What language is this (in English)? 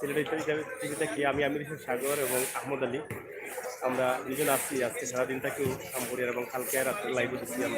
Sylheti